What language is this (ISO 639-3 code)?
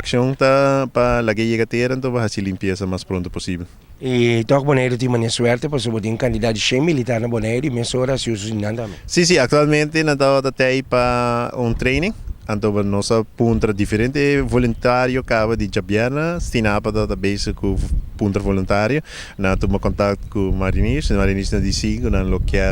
pap